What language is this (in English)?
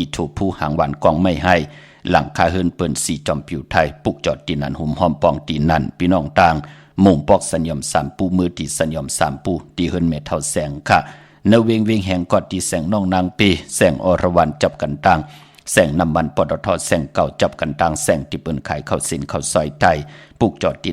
Shan